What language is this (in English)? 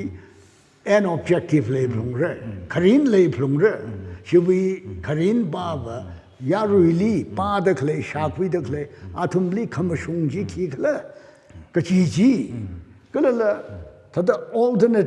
Tangkhul Naga (India)